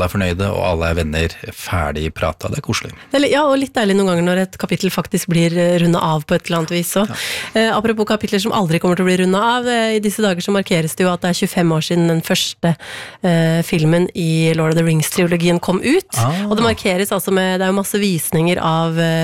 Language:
Norwegian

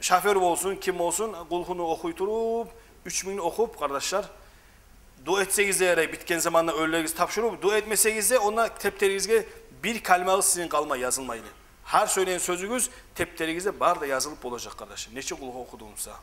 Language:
Kumyk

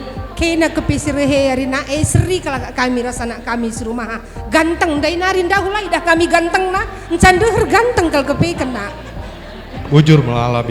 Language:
Batak Karo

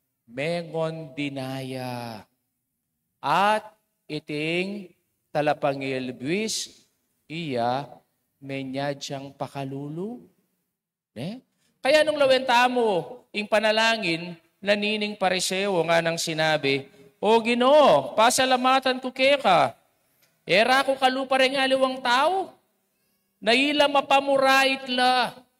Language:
Pampanga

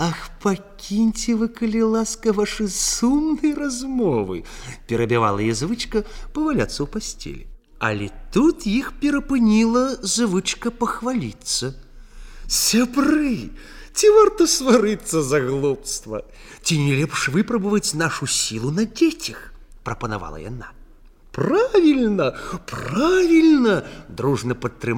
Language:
Belarusian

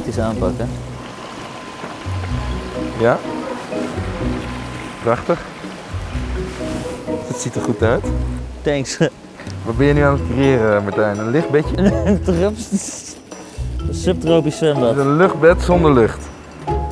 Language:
Dutch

